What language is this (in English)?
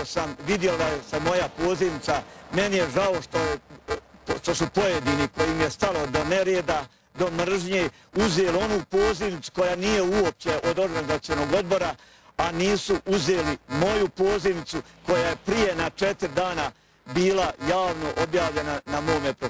Bosnian